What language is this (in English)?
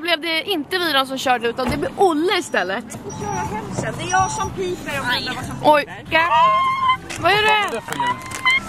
Swedish